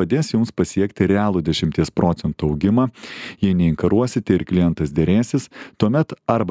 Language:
Lithuanian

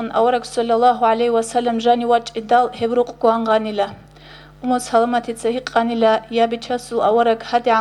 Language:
Avaric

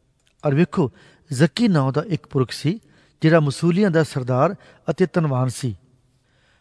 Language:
Punjabi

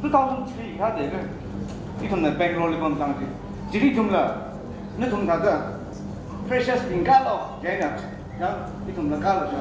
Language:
Tangkhul Naga (India)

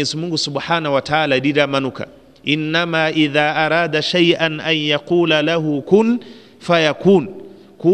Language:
Kinyarwanda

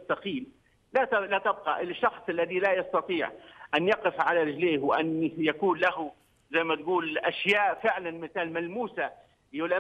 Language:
Arabic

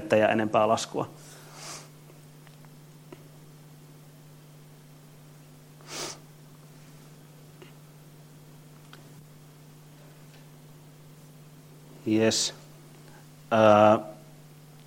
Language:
Finnish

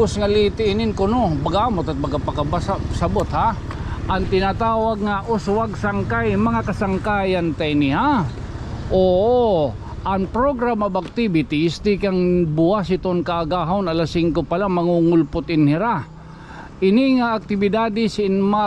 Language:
Waray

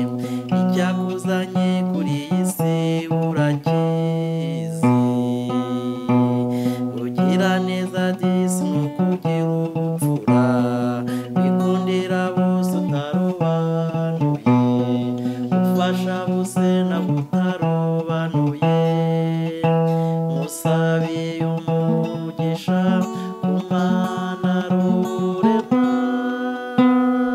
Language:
Kinyarwanda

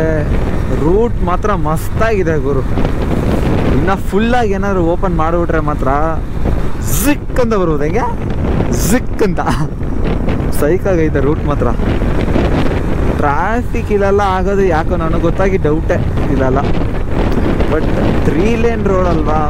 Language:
Kannada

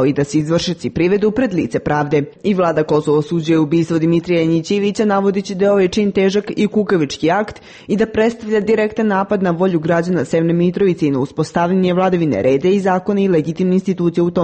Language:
Serbian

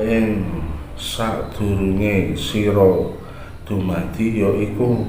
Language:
Javanese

